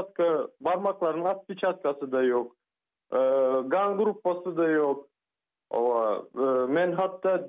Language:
Turkmen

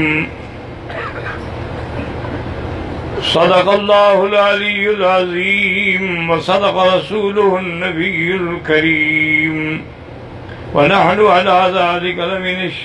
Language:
Urdu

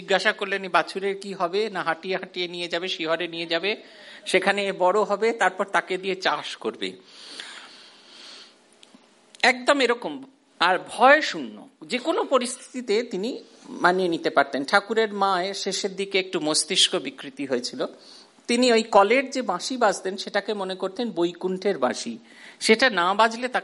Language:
Bangla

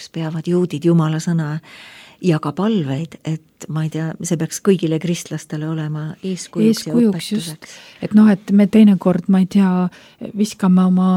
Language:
Estonian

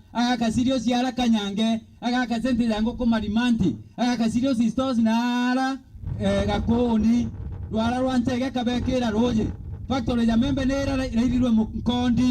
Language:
Meru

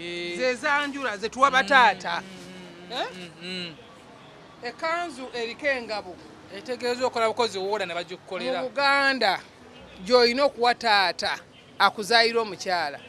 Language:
Ganda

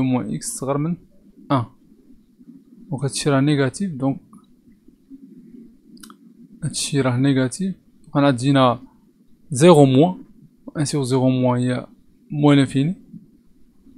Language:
Moroccan Arabic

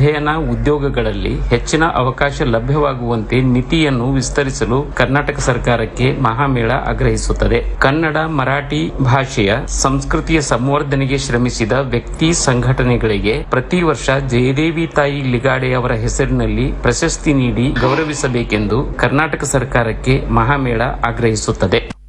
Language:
Kannada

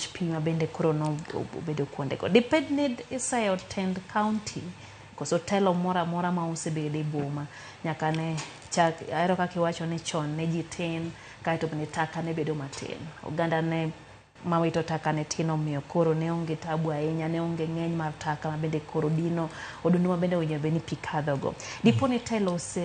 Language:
Luo (Kenya and Tanzania)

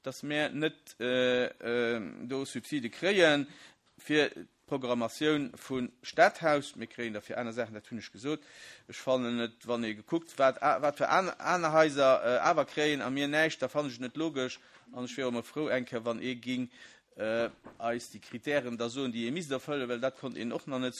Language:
Luxembourgish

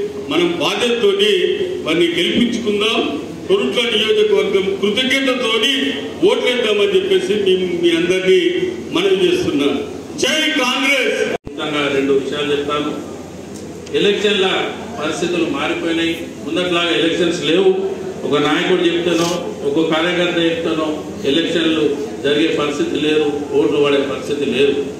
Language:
Telugu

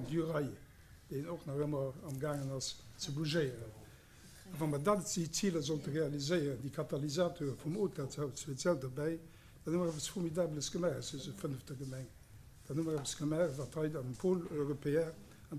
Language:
Luxembourgish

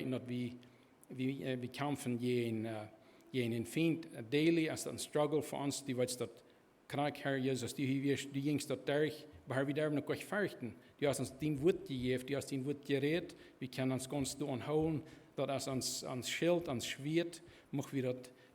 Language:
Plautdietsch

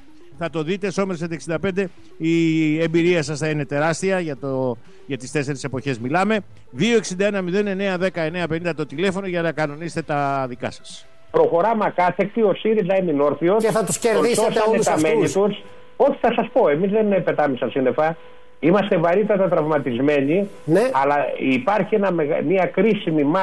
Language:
Greek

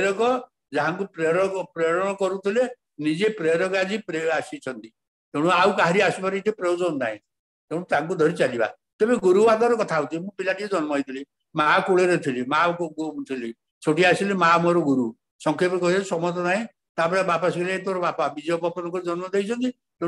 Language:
Odia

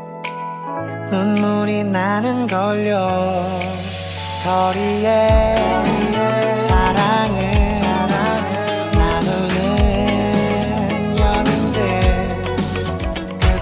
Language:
Korean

